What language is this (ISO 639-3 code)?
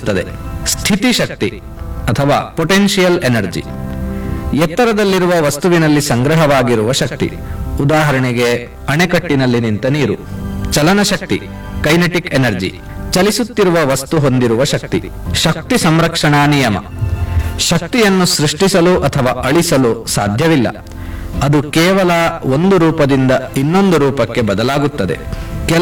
kan